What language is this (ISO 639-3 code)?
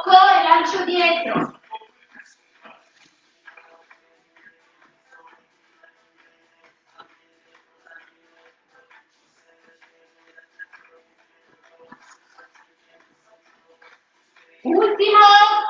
ita